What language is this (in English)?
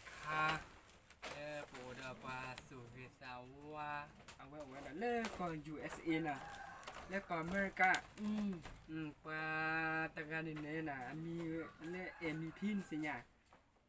S'gaw Karen